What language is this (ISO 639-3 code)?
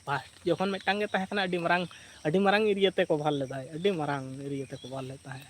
sat